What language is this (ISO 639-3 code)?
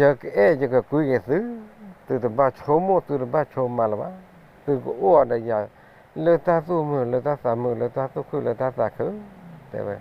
ksw